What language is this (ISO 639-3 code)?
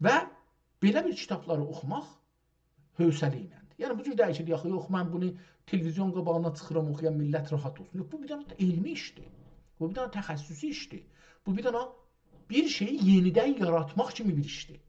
azb